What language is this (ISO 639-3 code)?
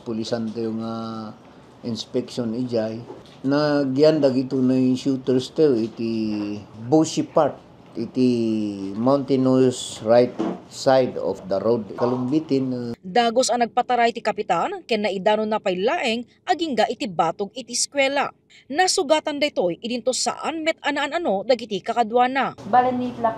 ilo